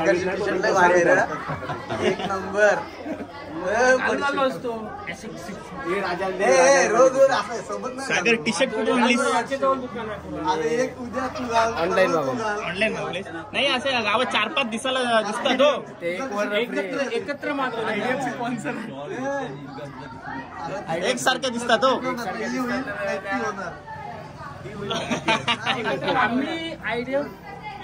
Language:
Marathi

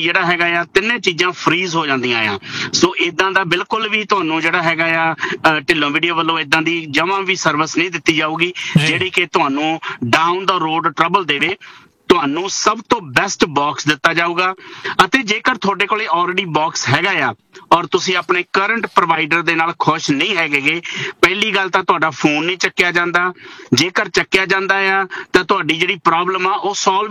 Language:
Punjabi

